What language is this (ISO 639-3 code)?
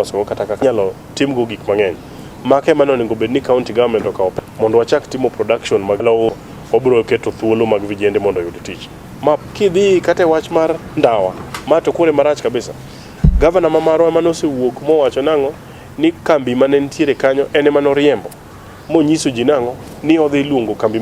luo